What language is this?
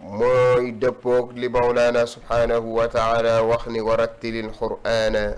Wolof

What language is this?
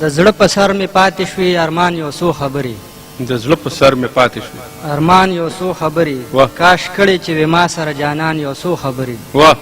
Pashto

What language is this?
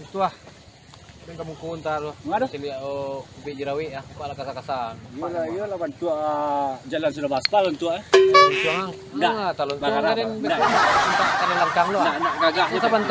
Minangkabau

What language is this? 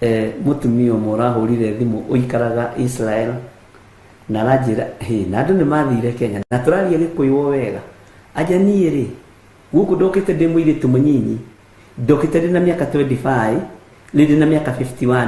Kikuyu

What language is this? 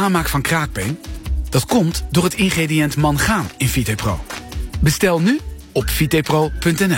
Dutch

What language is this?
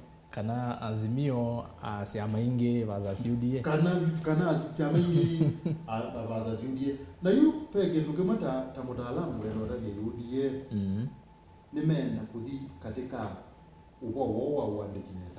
Kamba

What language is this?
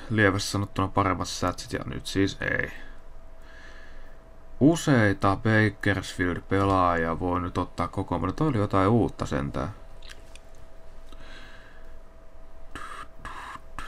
Finnish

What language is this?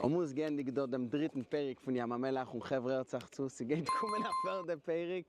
Yiddish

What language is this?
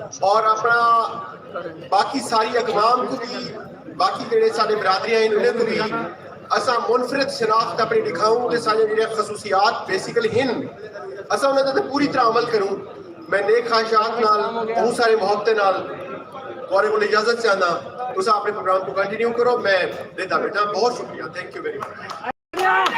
Saraiki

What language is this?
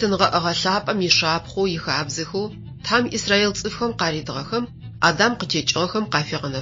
Adyghe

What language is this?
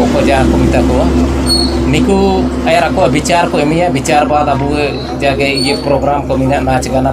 Santali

